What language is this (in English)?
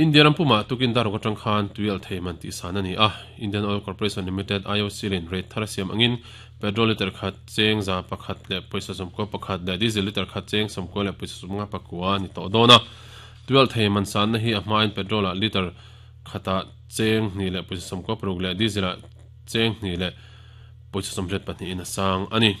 Mizo